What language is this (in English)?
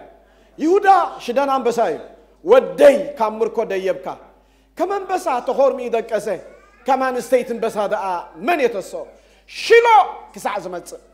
Tigrinya